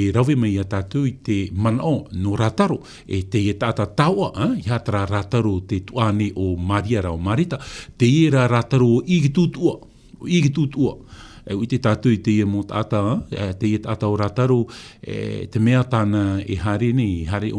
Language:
Tahitian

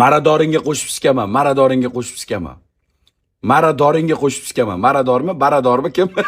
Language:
Uzbek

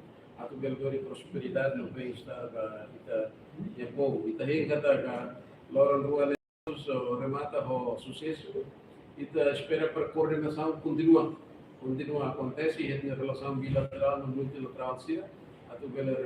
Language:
Tetum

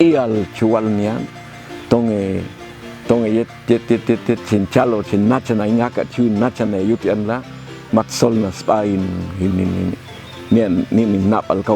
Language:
Popti'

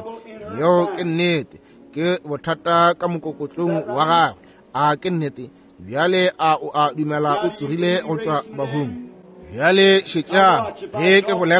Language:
Northern Sotho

